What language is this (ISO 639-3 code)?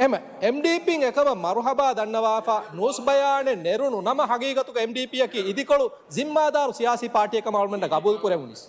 div